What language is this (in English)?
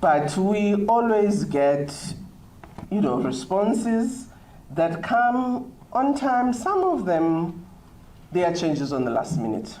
Tswana